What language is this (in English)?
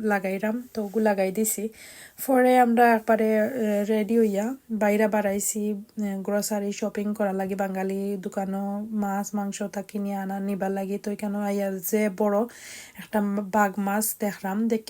Sylheti